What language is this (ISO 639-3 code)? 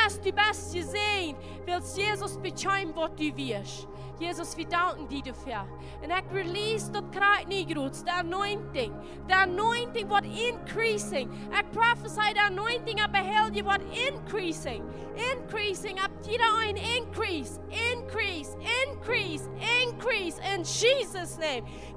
pdt